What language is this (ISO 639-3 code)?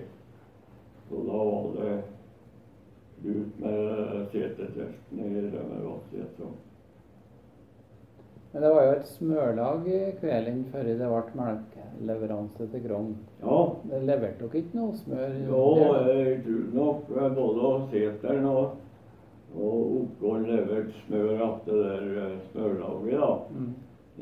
nor